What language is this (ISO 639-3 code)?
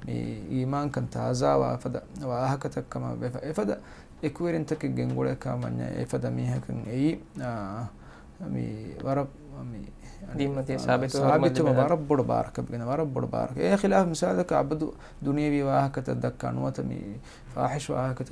div